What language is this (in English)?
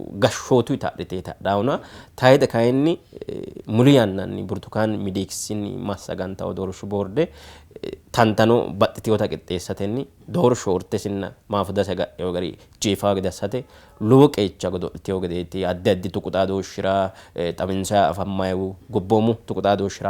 Sidamo